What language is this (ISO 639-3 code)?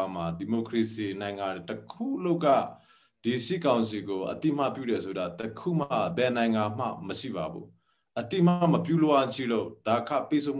mya